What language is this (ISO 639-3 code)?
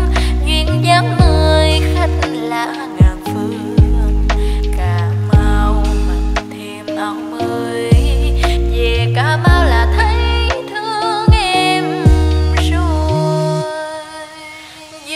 vie